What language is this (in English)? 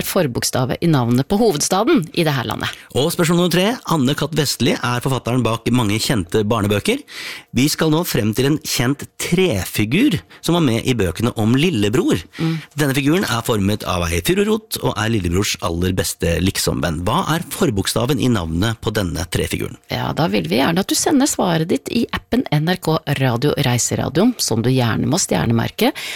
Norwegian